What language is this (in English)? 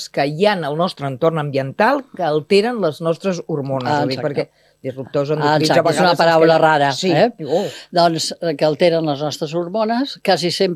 Catalan